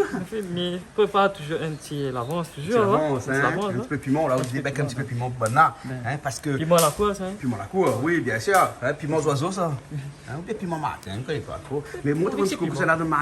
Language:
Réunion Creole French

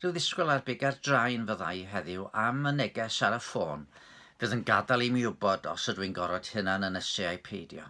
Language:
Welsh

